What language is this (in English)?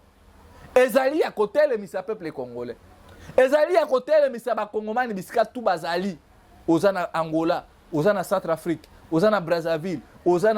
Lingala